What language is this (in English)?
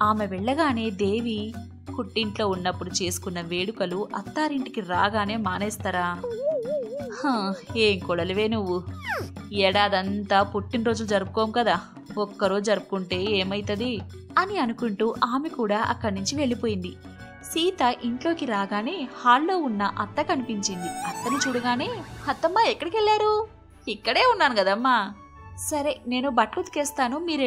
Telugu